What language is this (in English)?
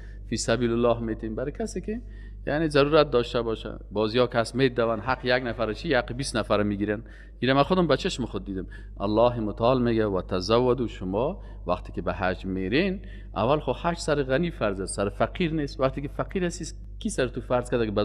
Persian